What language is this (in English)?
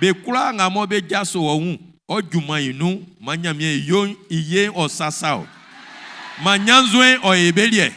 Baoulé